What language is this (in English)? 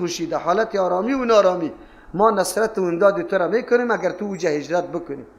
Persian